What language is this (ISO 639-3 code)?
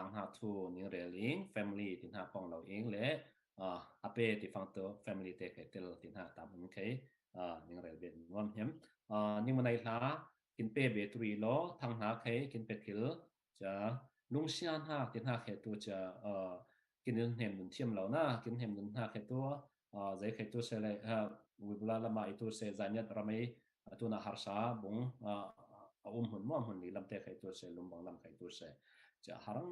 cfm